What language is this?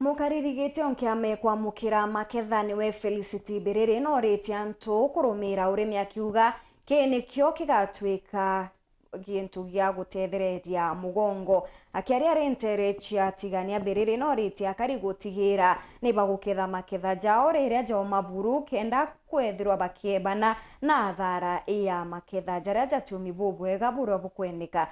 Meru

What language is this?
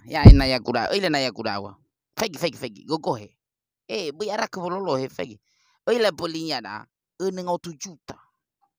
Nias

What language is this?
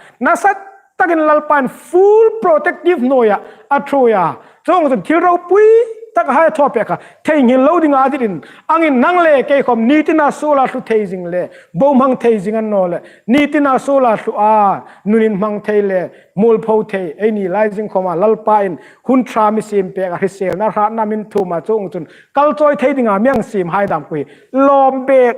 Hmar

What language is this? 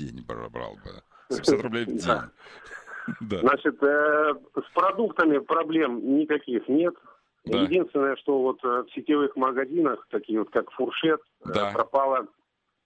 Russian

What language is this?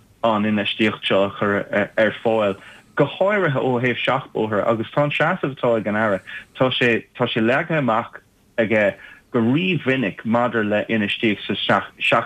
Irish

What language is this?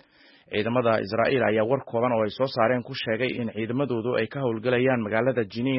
Somali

